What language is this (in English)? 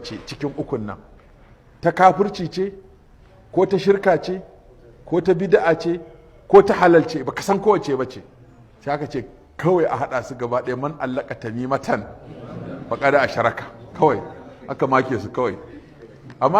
Hausa